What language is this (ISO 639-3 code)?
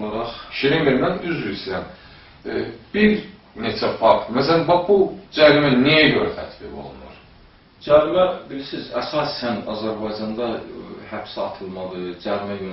aze